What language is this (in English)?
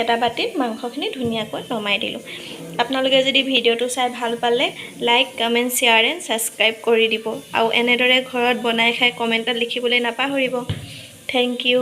Assamese